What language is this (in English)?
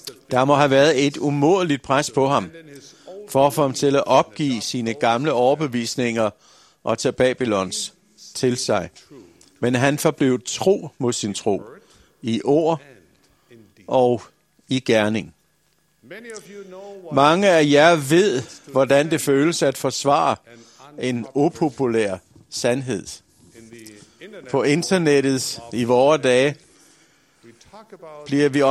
Danish